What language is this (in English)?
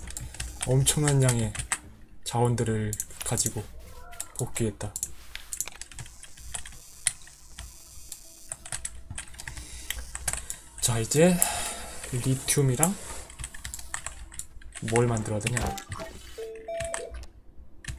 Korean